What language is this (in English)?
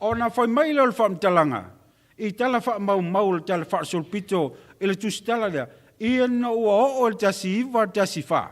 Samoan